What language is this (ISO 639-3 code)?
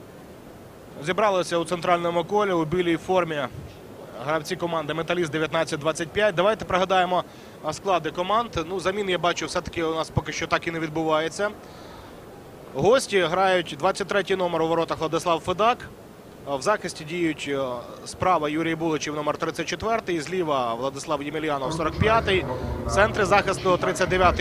ukr